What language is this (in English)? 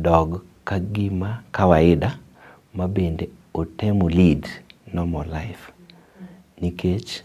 Luo (Kenya and Tanzania)